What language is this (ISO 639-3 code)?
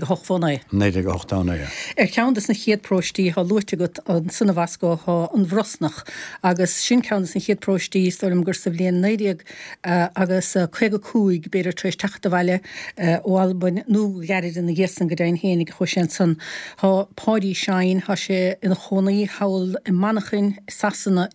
gle